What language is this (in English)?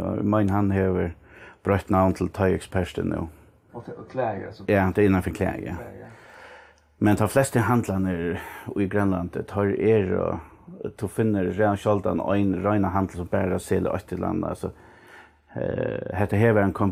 Faroese